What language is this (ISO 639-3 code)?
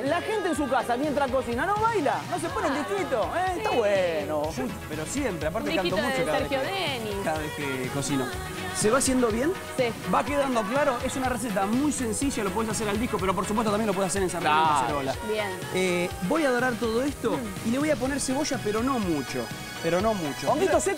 spa